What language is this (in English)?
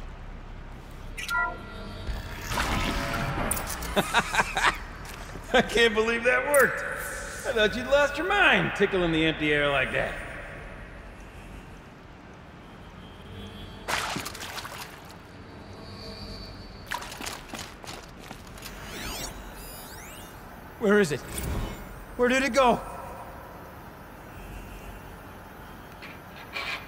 English